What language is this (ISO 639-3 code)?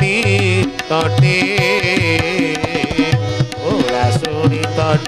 ori